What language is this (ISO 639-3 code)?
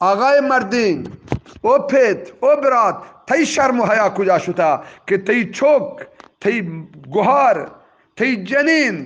bgp